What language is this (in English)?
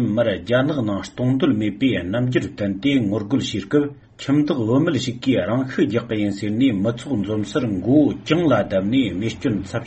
Tibetan